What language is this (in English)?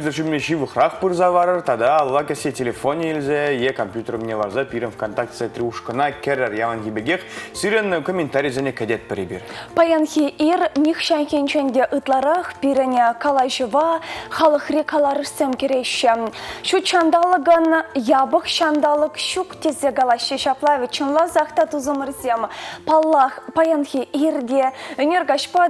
Chuvash